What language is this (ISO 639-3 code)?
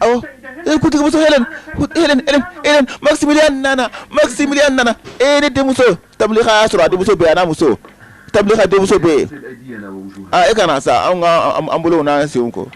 bam